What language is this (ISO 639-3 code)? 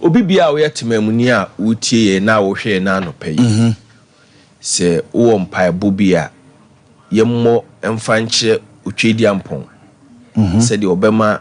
aka